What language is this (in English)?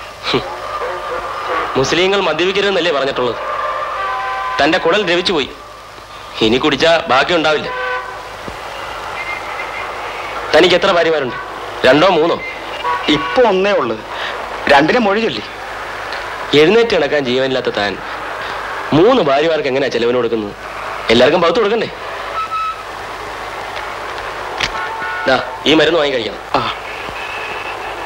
Malayalam